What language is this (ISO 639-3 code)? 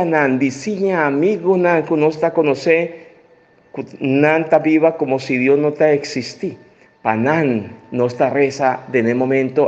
pap